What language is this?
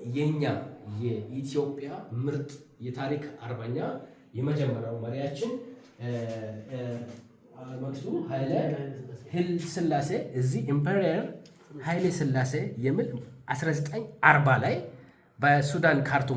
Amharic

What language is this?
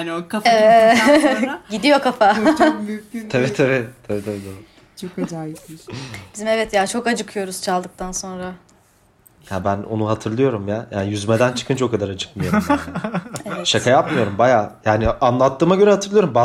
Turkish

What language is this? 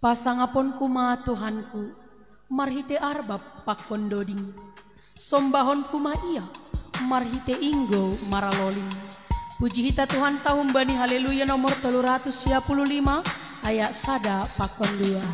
Batak Simalungun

